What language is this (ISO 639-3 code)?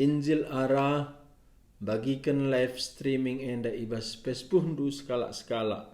btx